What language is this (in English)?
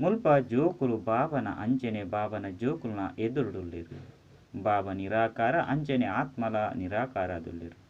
Tulu